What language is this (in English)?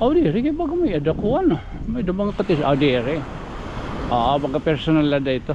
Waray